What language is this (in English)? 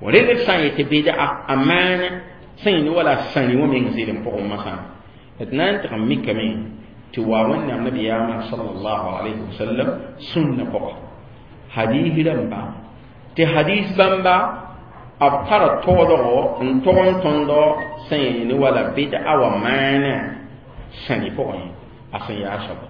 Mossi